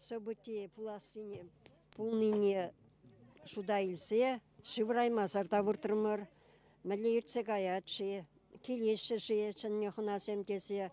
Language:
Chuvash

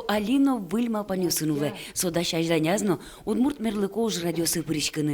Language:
Udmurt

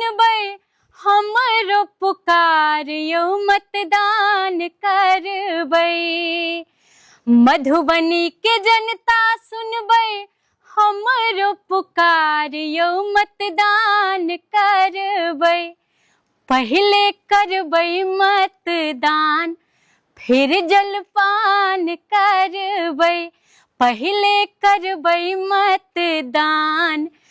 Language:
Maithili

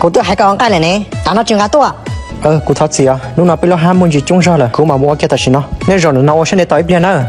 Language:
Hmong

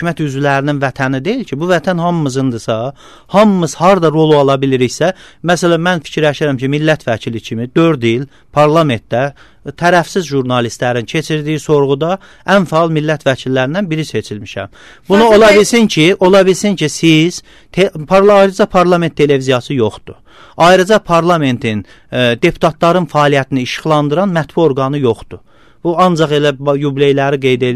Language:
Azerbaijani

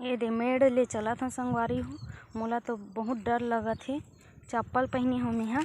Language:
Chhattisgarhi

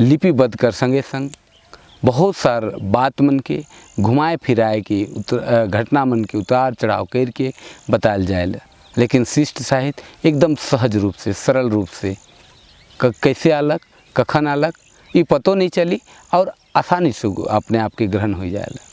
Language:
Sadri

